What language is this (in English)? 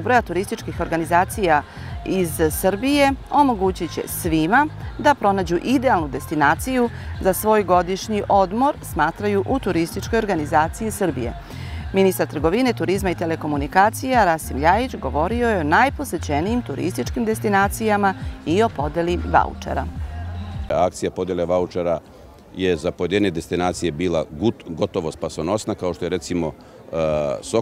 Serbian